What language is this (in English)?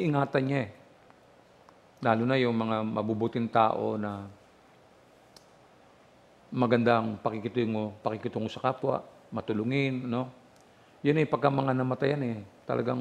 Filipino